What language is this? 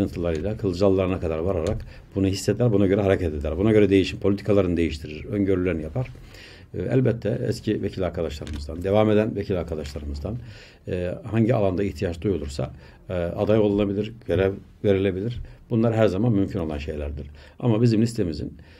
Turkish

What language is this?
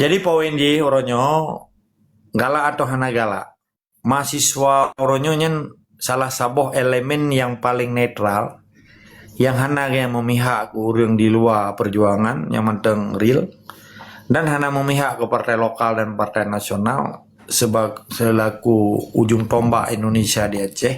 Achinese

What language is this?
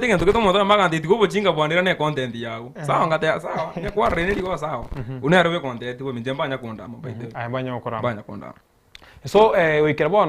Gusii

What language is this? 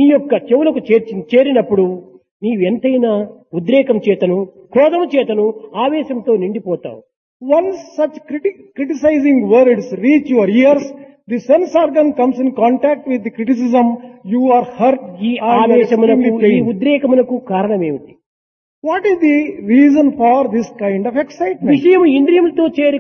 Telugu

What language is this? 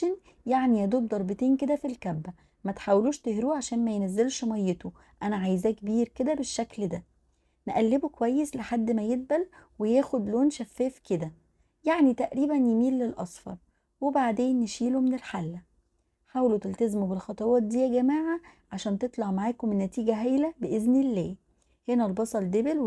Egyptian Arabic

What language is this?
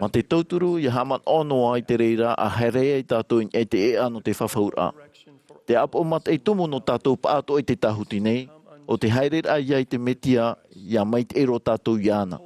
Tahitian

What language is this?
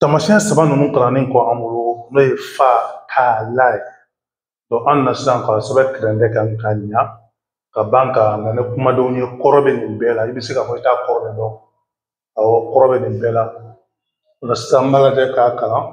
Bambara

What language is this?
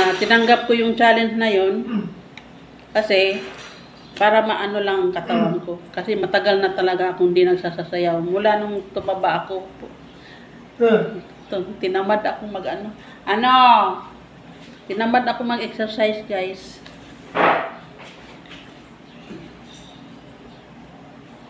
Filipino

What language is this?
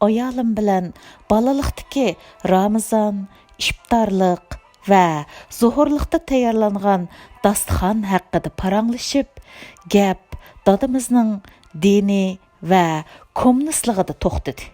Uyghur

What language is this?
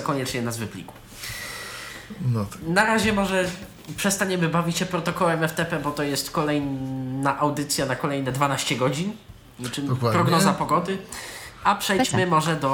Polish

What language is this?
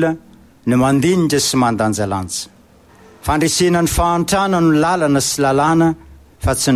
Malagasy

